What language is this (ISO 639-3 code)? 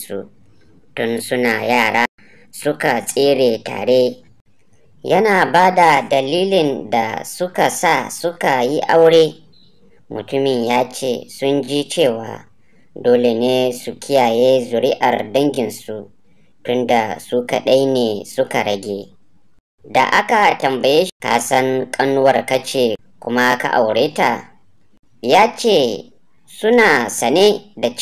hau